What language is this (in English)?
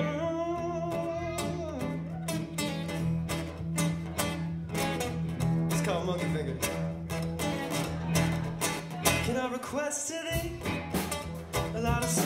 English